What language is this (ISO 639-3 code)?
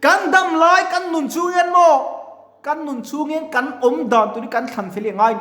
lus